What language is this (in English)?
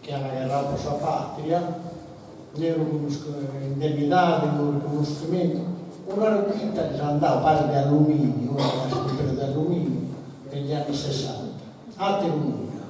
Sardinian